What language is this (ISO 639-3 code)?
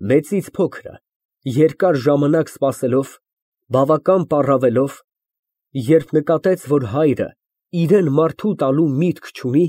hye